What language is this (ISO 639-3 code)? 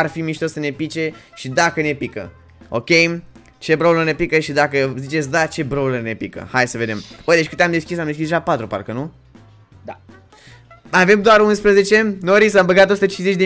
ron